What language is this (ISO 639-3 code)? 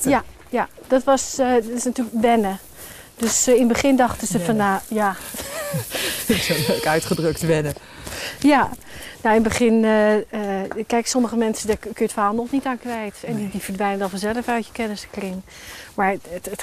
nld